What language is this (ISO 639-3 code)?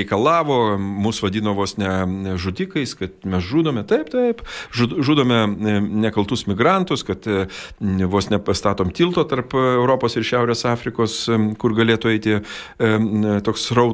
lit